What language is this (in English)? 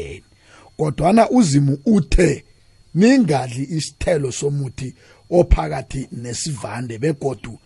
South Ndebele